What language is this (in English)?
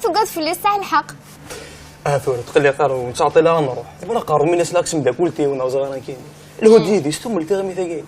Kabyle